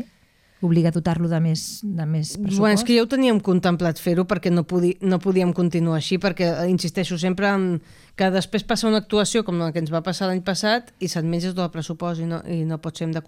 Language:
Catalan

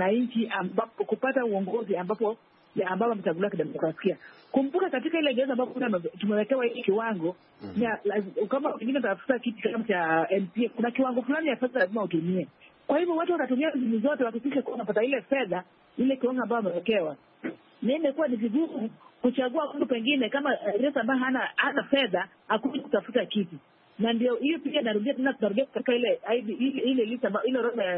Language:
Swahili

